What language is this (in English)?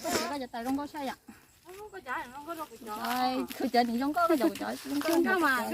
Hmong